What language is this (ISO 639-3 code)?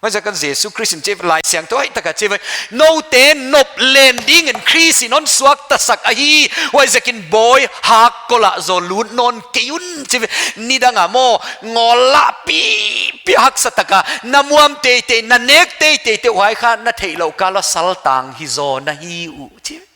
pck